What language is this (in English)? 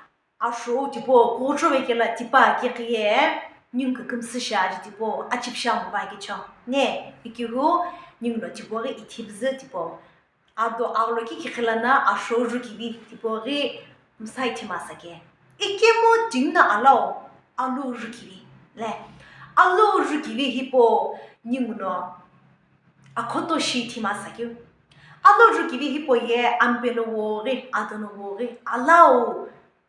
Sumi Naga